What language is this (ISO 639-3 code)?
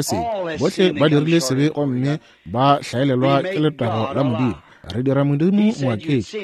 nso